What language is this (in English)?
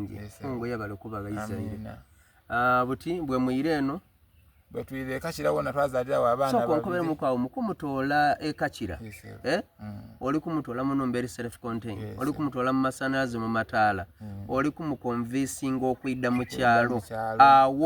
Soga